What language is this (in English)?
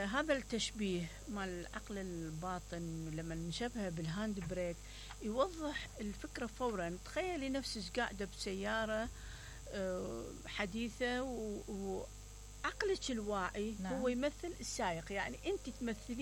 Mesopotamian Arabic